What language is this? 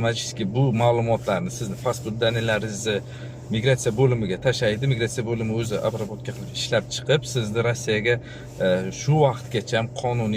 Uzbek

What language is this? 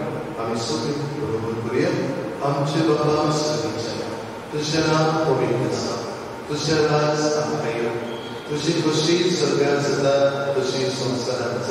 Konkani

